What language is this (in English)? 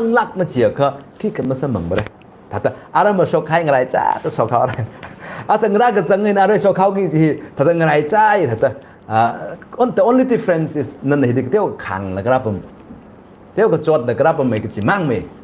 Tangkhul Naga (India)